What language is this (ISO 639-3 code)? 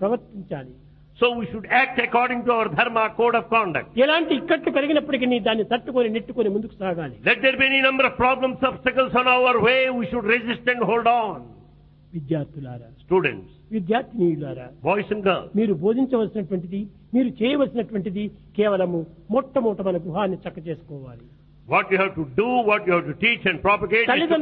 tel